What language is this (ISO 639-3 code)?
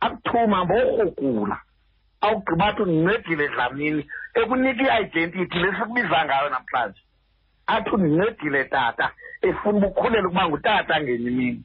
xho